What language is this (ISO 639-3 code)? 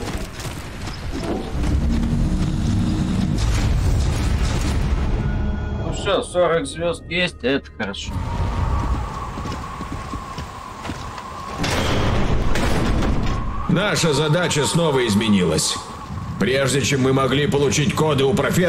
rus